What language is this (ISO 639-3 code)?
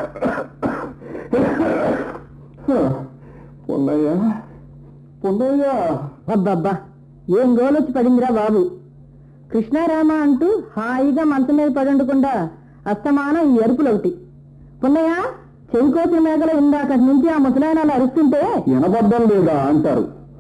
tel